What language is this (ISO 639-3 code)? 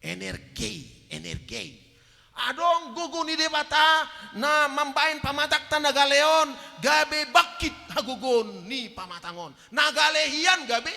bbc